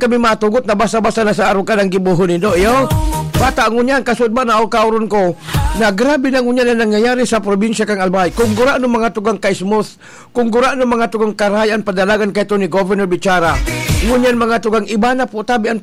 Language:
Bikol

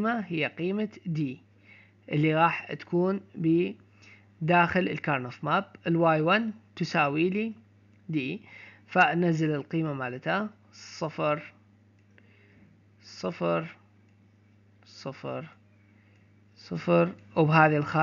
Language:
Arabic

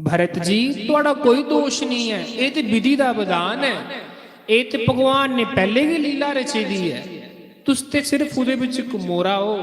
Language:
Dogri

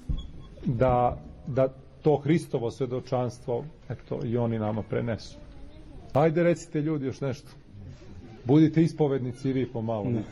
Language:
Serbian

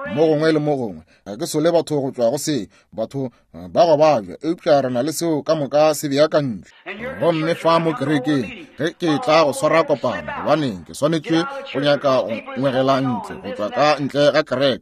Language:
Northern Sotho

